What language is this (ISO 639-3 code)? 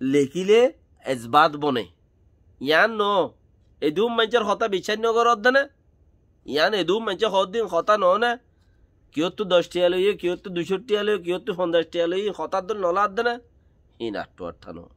rhg